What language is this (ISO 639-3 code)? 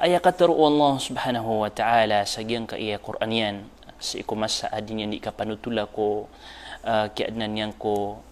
mrw